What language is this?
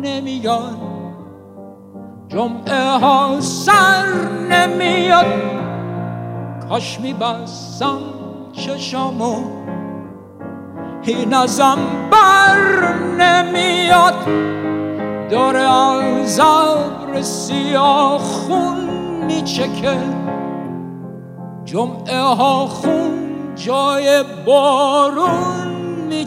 Persian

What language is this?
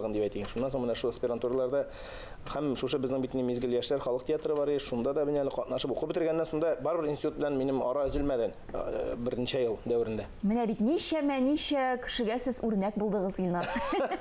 Tatar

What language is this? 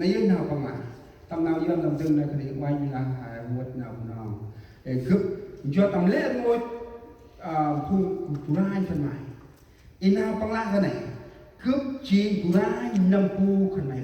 Central Mnong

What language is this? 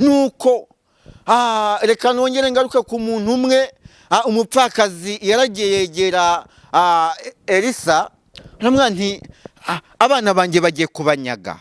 Kinyarwanda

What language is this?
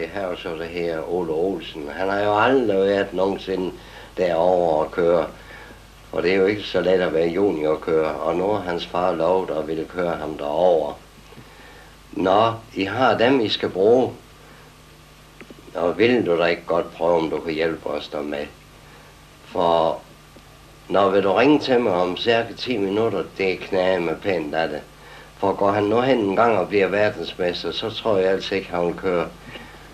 Danish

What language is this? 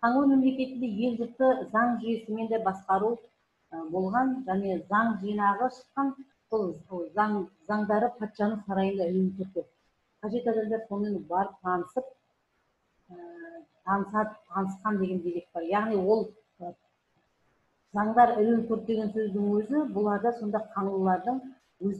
Kazakh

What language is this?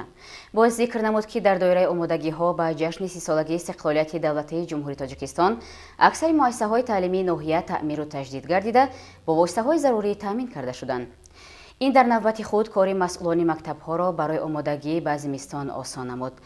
Tajik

